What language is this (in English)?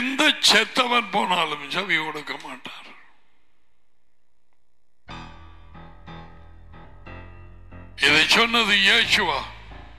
Tamil